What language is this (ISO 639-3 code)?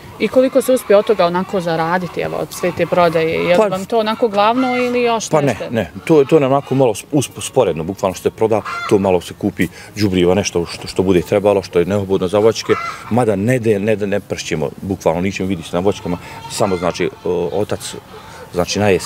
bos